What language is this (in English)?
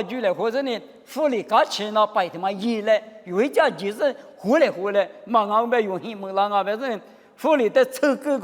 Lisu